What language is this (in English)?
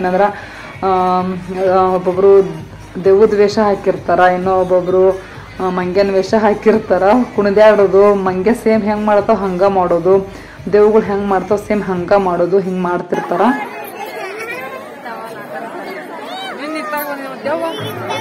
Kannada